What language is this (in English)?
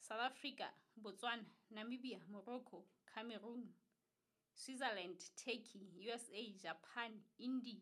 Southern Sotho